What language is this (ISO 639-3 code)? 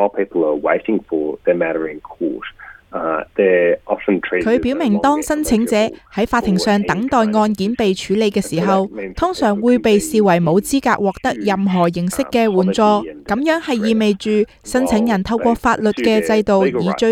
yue